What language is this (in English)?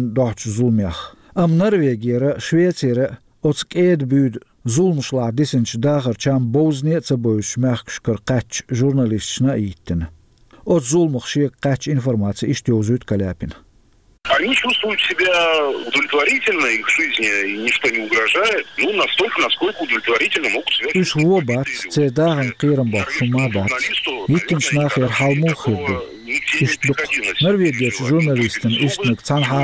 Chechen